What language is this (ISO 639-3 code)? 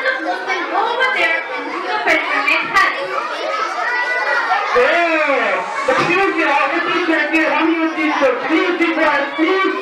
eng